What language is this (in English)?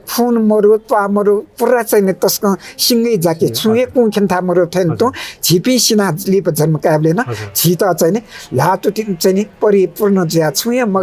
Newari